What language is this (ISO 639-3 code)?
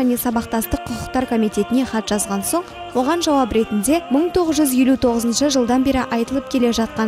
kaz